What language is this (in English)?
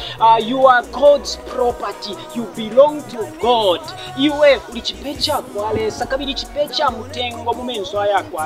Bemba